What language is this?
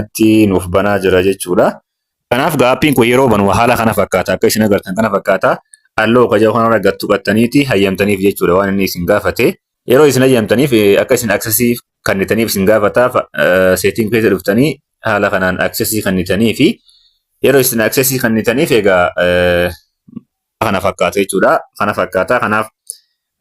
Oromo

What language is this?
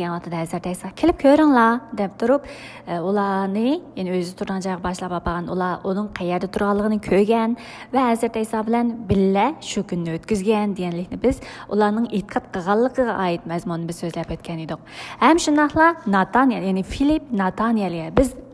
Uyghur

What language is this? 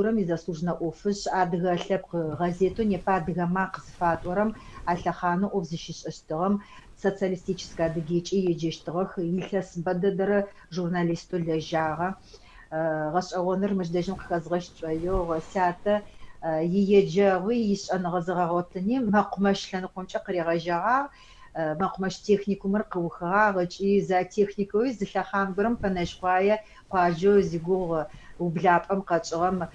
Adyghe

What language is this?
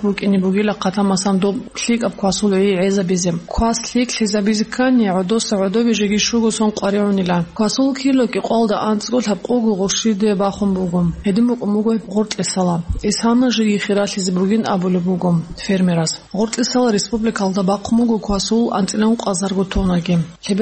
Avaric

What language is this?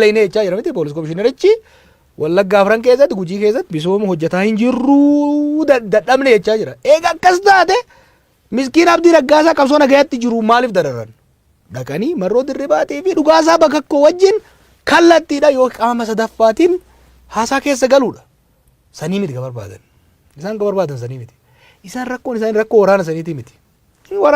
Oromo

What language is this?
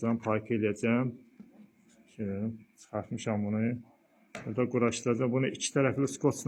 Azerbaijani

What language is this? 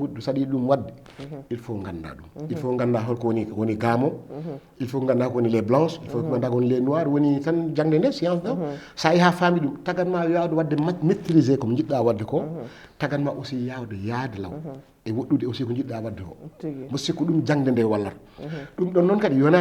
Fula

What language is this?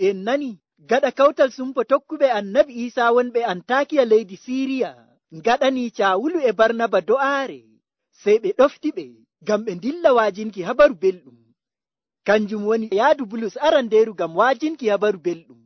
Nigerian Fulfulde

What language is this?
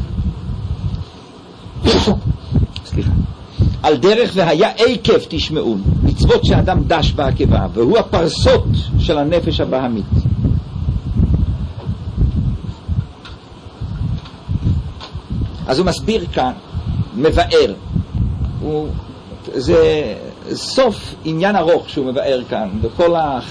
Hebrew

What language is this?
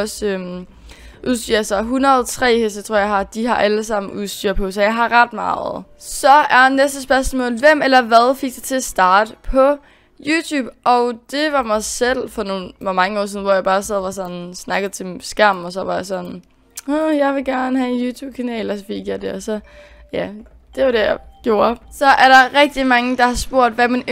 Danish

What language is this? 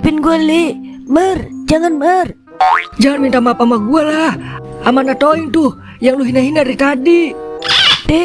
Betawi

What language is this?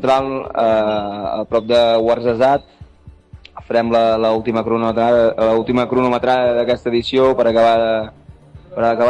Catalan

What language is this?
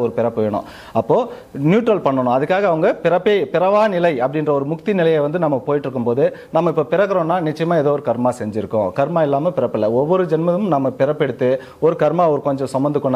Tamil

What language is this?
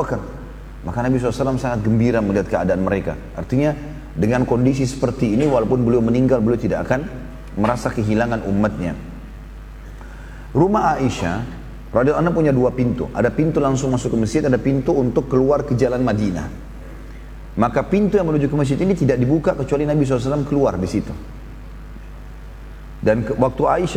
Indonesian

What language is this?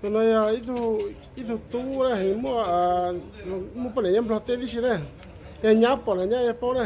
Hmong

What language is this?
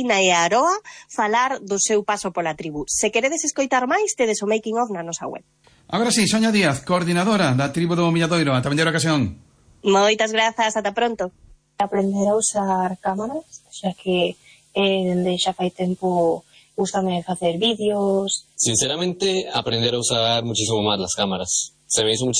Galician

